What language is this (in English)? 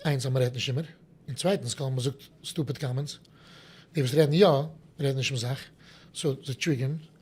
Yiddish